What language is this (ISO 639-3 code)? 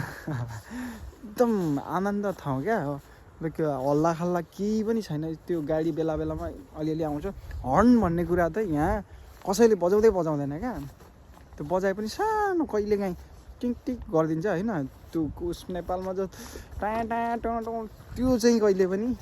nep